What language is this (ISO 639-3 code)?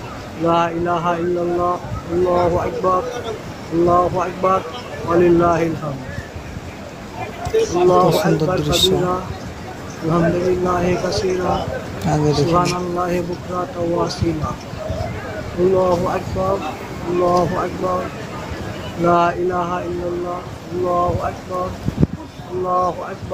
ben